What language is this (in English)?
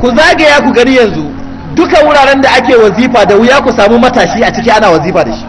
Hausa